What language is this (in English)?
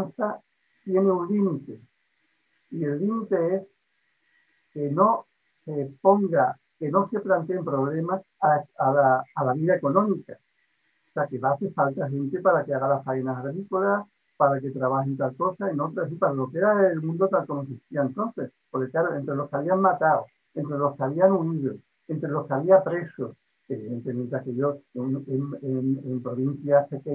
Spanish